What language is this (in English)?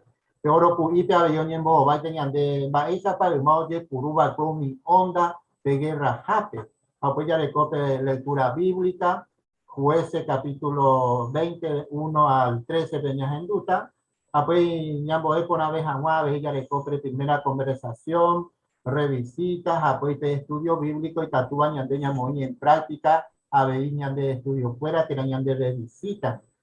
Guarani